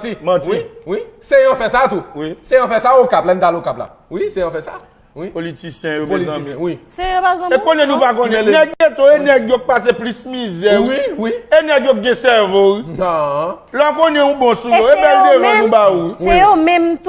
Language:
Haitian Creole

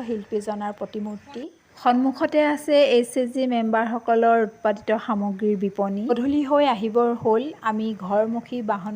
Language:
Assamese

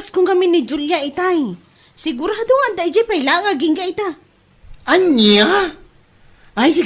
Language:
Iloko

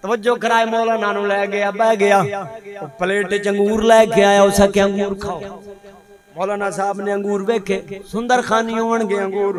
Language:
Saraiki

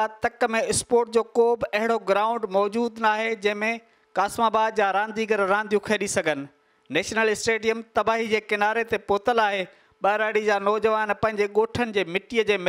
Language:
Sindhi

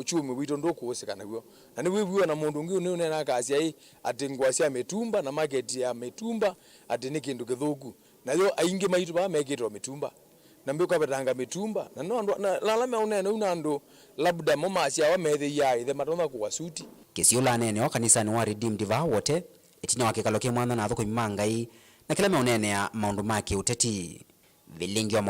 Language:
Kamba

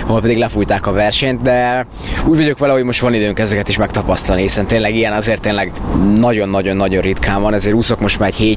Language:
Hungarian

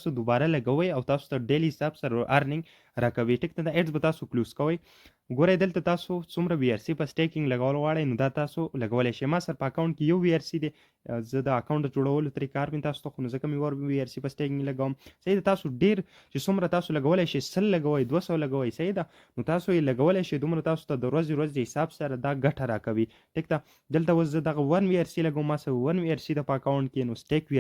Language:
Pashto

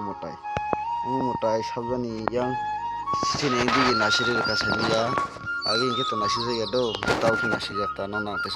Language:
Kok Borok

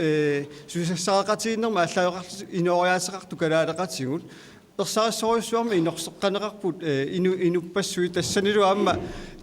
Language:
Kalaallisut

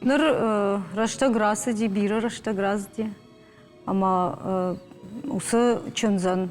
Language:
Ossetic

